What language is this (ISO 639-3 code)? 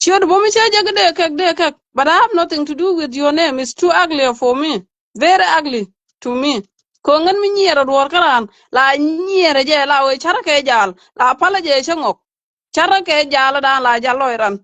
nus